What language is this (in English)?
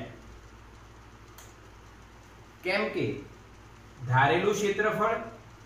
Gujarati